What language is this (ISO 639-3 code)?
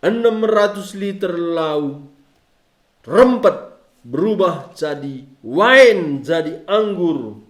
btx